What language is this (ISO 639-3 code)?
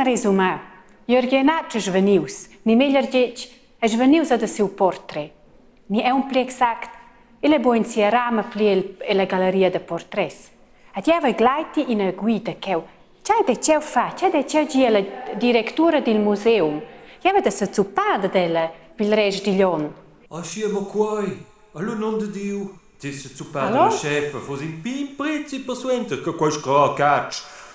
roh